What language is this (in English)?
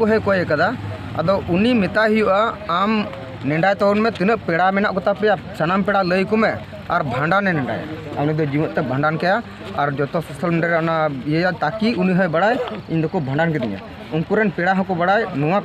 Santali